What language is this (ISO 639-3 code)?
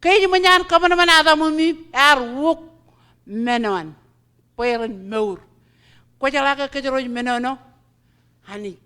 mah